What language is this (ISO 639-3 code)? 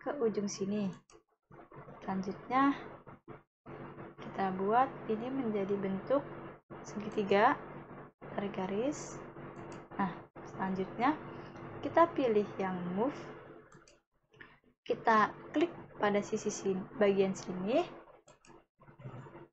ind